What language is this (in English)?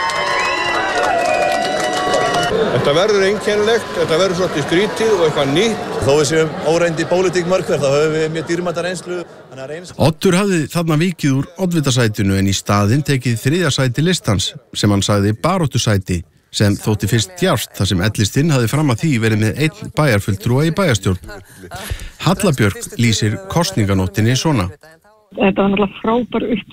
Icelandic